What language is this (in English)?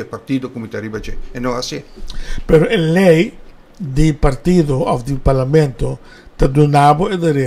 Papiamento